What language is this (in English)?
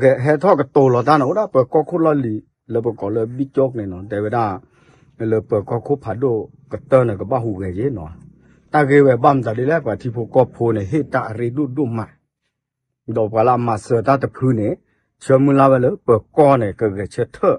S'gaw Karen